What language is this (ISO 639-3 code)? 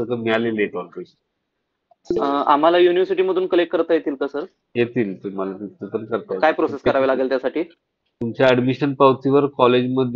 mar